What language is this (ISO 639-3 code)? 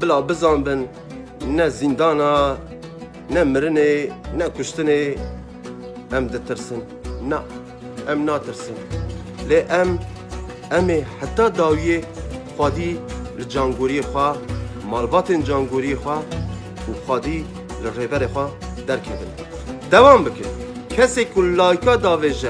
kur